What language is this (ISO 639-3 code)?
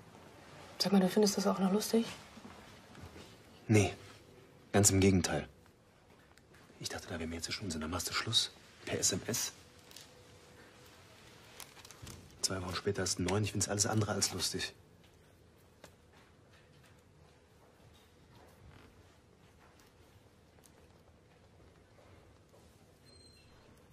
deu